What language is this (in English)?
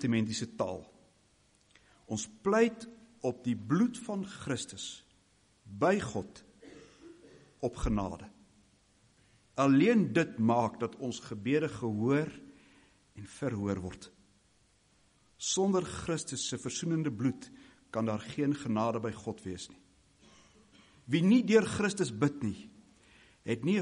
Afrikaans